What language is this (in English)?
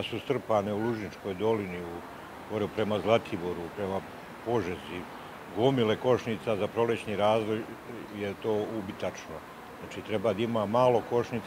Serbian